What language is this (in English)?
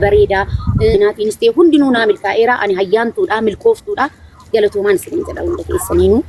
Oromo